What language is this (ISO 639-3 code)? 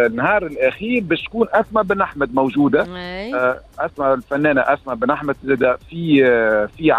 aeb